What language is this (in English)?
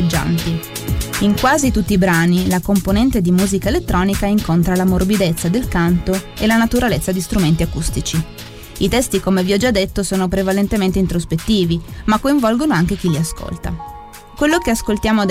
Italian